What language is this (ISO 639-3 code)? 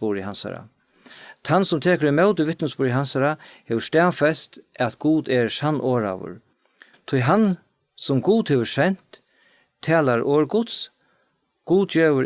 fao